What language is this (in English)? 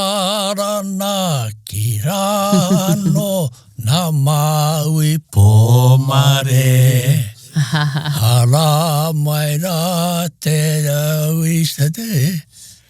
Māori